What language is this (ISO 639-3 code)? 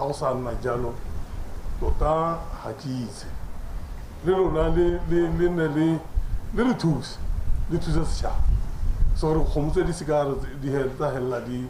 tsn